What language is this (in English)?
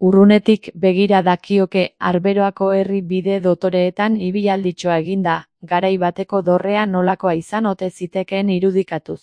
Basque